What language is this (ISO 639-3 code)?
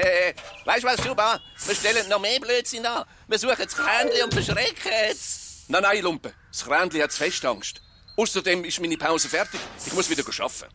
gsw